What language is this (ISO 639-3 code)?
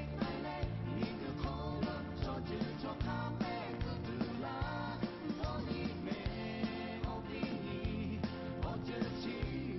lhu